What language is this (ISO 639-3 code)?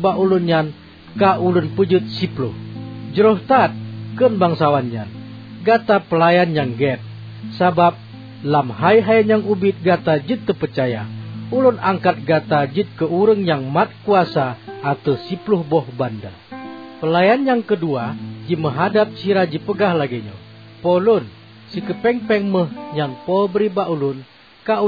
ace